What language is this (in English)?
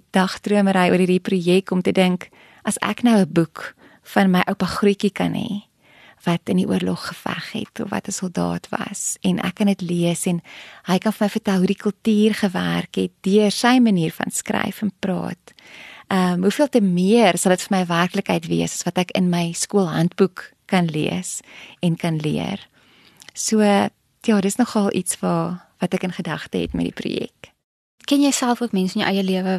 Afrikaans